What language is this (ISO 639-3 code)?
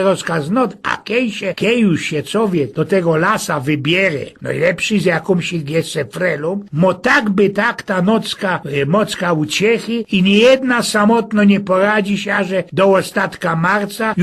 szl